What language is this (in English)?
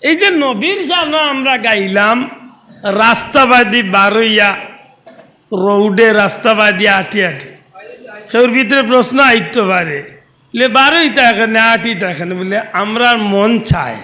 Sylheti